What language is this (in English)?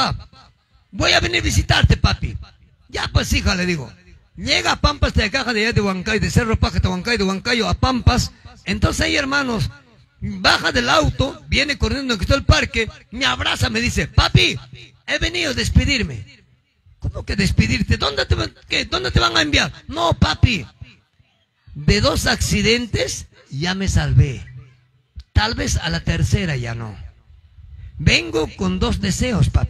Spanish